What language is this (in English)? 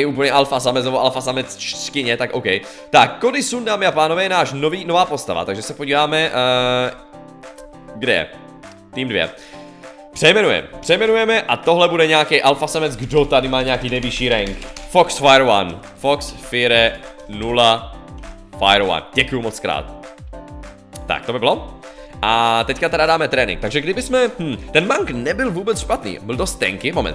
Czech